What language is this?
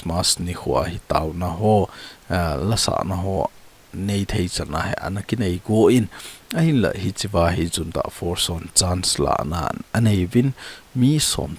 Thado Chin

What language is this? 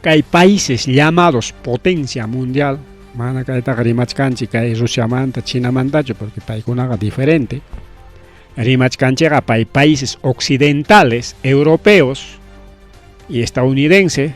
Ayacucho Quechua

